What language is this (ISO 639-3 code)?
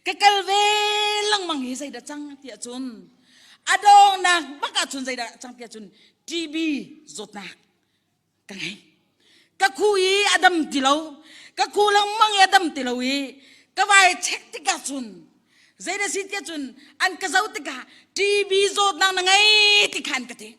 cnh